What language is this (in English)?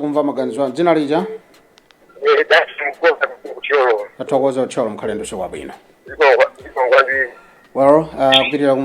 Nyanja